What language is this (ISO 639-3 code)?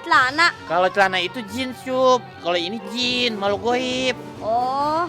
bew